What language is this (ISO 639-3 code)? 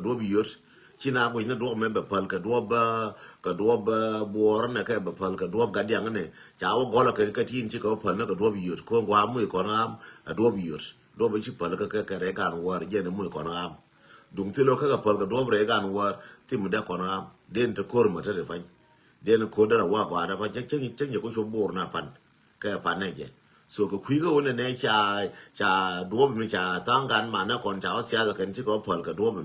nus